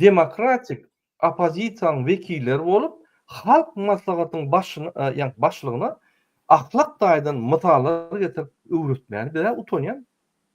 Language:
Turkmen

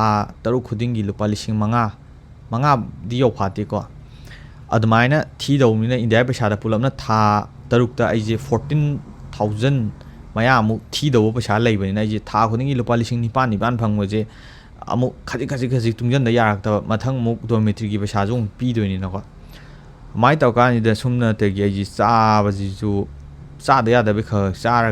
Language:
Manipuri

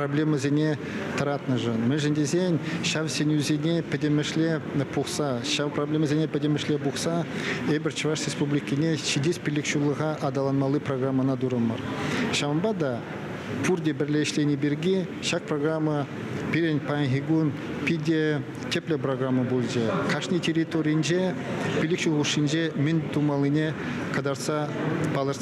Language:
Chuvash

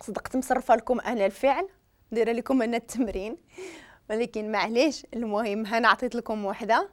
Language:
Moroccan Arabic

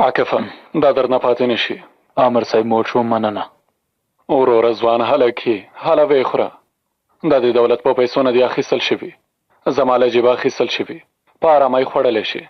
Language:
Pashto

